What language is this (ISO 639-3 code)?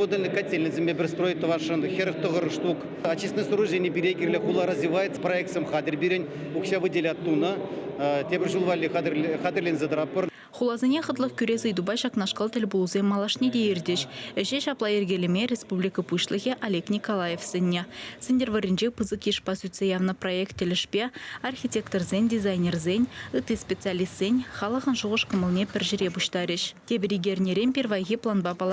chv